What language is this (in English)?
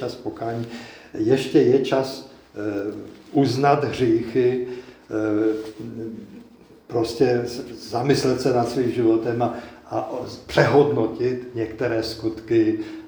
Czech